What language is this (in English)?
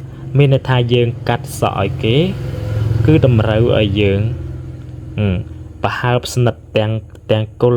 Khmer